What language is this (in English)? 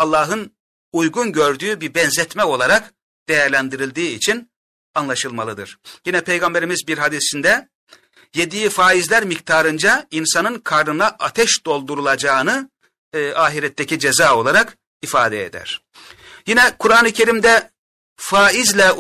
Turkish